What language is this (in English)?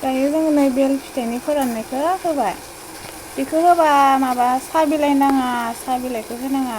Bodo